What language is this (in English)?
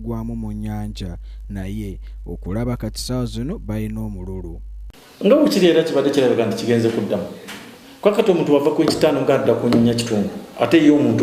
Nyankole